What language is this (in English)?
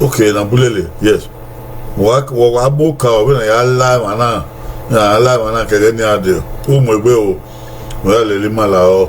Bini